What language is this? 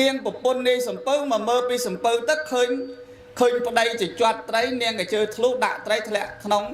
Khmer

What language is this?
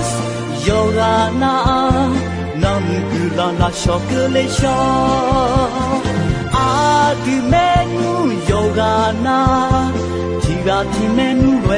Akha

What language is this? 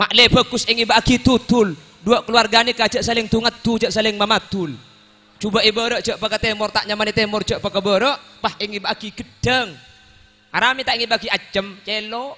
Madurese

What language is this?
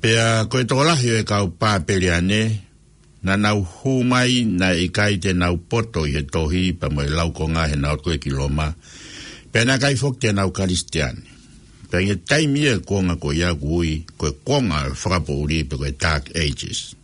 Tongan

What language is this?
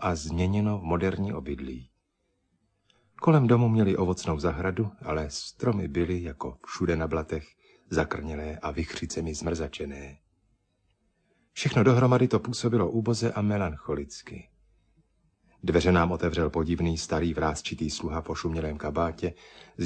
Czech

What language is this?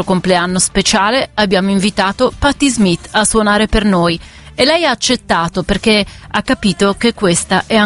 Italian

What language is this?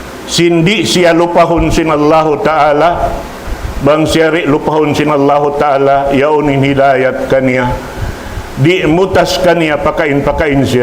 Tausug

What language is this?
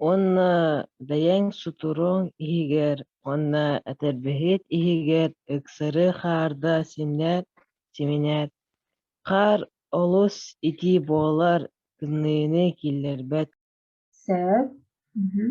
Yakut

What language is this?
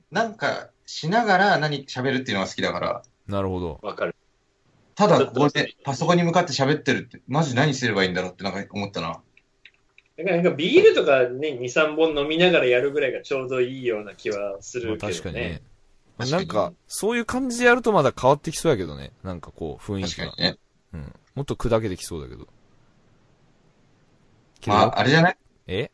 Japanese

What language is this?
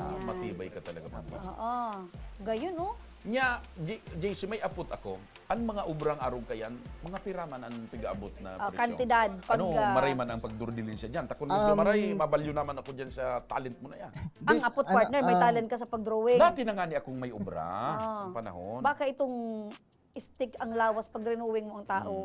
Bikol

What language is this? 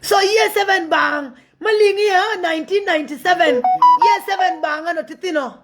Nuer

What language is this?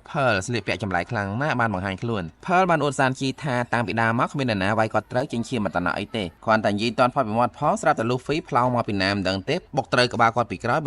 Khmer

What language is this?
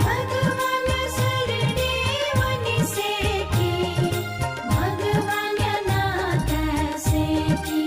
Newari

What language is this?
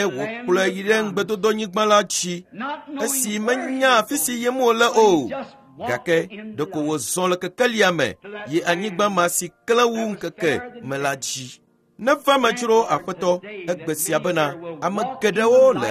Ewe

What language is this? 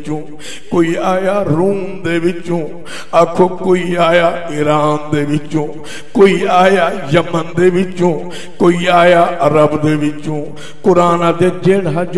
Saraiki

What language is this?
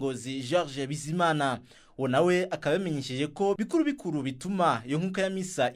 Rundi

